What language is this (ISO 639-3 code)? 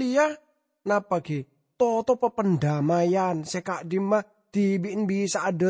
mad